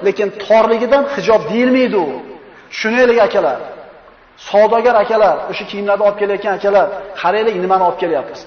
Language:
Uzbek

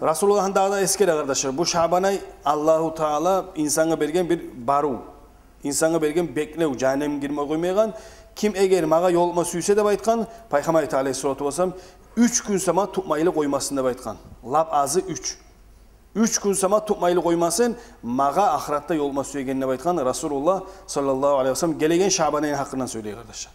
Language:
Kumyk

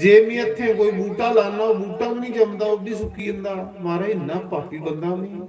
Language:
Dogri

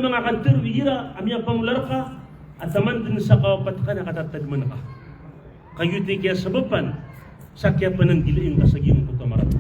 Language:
Maranao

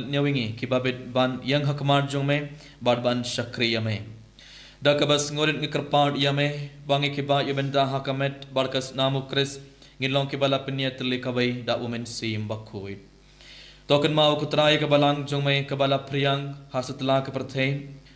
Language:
Khasi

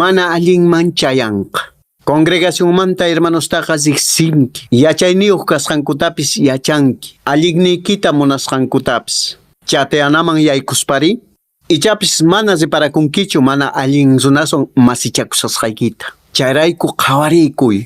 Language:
Quechua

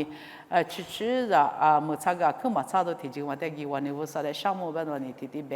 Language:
Lisu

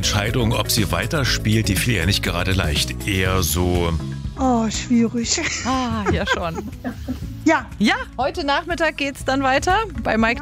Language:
German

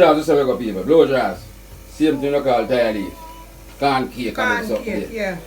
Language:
Jamaican Creole English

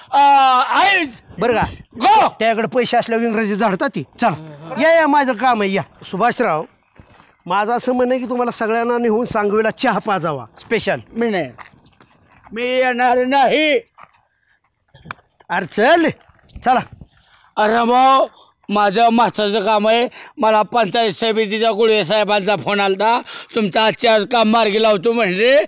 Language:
Marathi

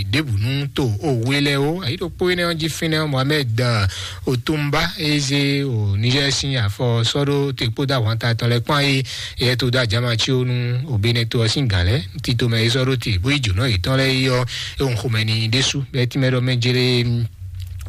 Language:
Fon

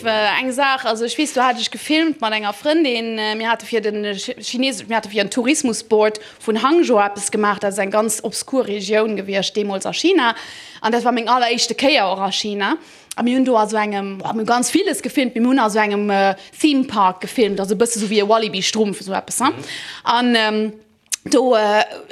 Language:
Luxembourgish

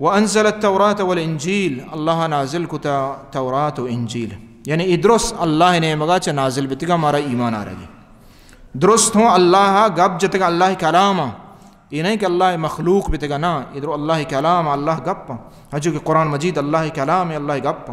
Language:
Baluchi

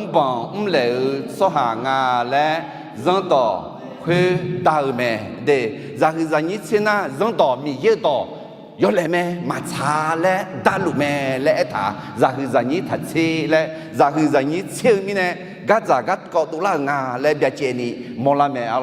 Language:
Akha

